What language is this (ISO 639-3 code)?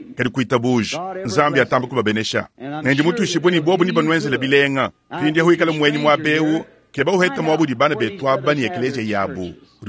lua